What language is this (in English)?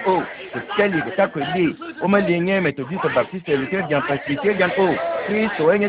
Ewe